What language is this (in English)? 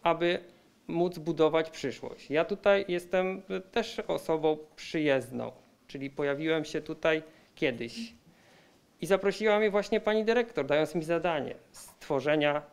Polish